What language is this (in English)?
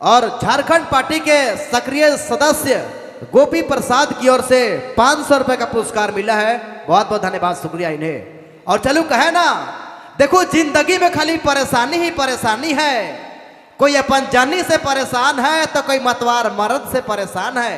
Sadri